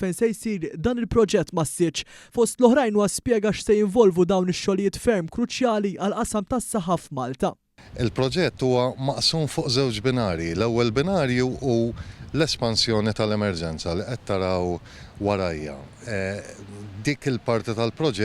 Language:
Maltese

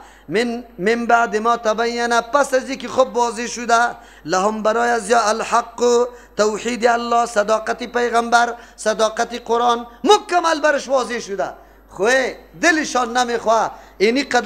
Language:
Persian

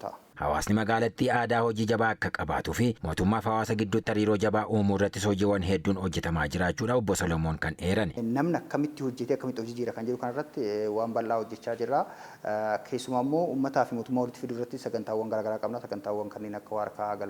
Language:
Oromo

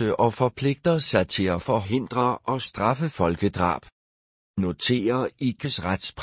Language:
Danish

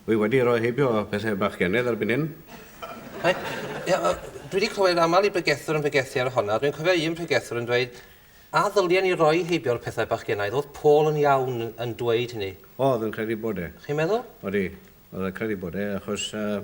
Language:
Welsh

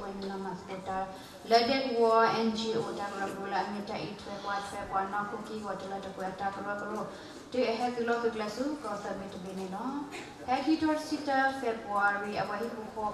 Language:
S'gaw Karen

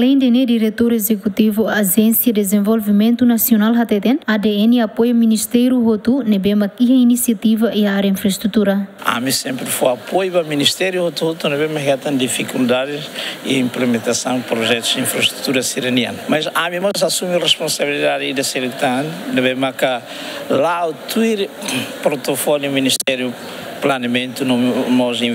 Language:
Tetum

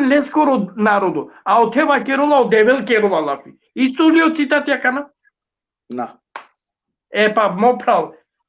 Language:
Balkan Romani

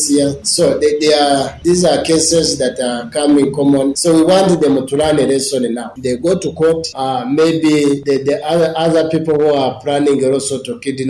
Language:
Nyoro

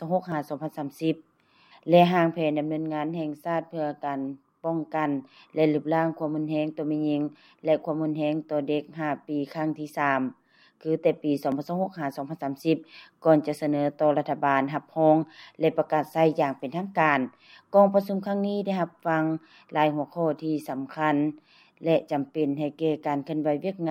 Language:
Lao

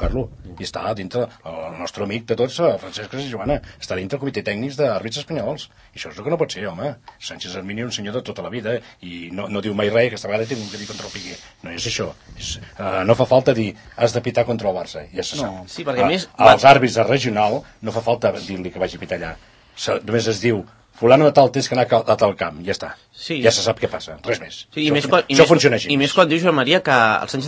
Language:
Catalan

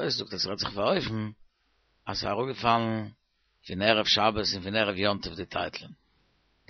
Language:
Yiddish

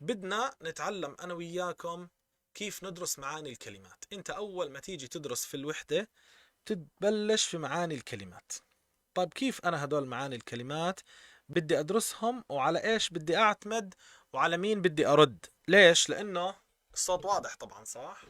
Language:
North Levantine Arabic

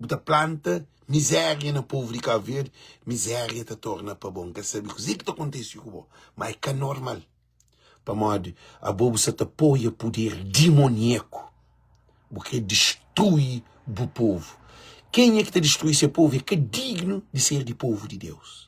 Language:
Kabuverdianu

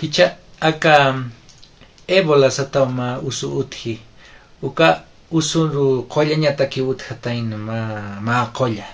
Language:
Aymara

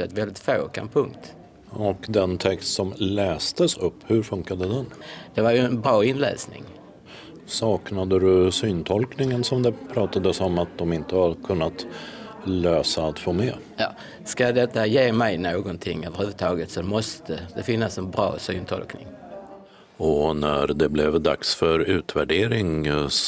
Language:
Swedish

